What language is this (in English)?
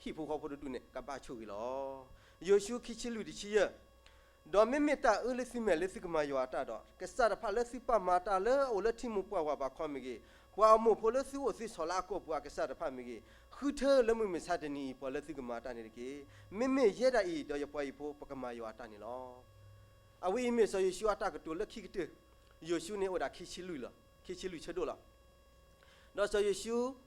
S'gaw Karen